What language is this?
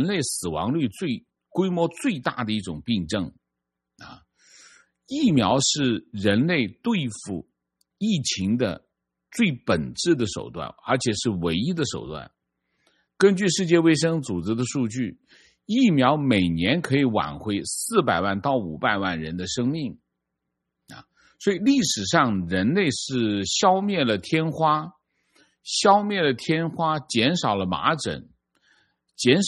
Chinese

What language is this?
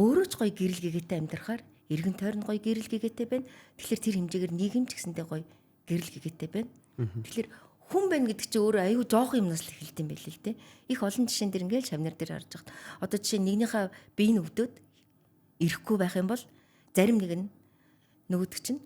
Mongolian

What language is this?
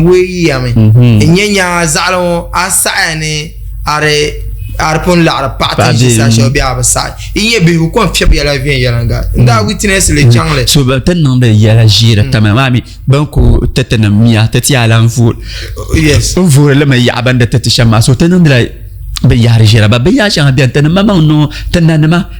Dagbani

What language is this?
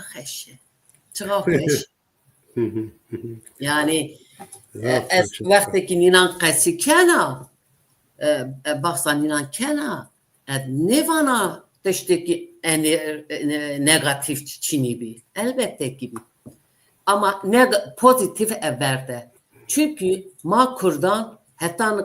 Zaza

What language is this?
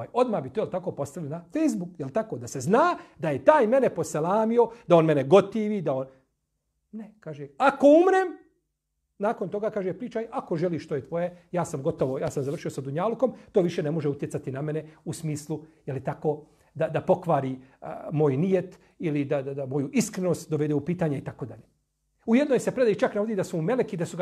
Bosnian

